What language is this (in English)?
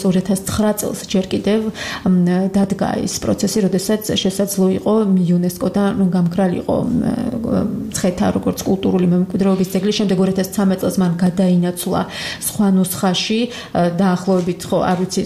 Georgian